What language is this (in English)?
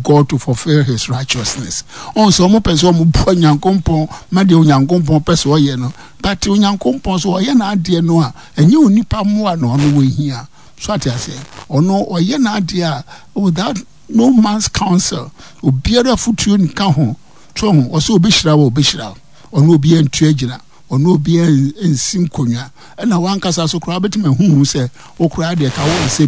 Akan